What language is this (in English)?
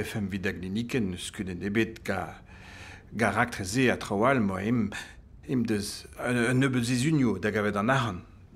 Breton